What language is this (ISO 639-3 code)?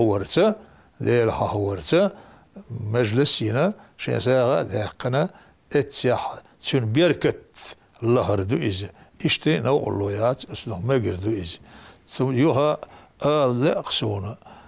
che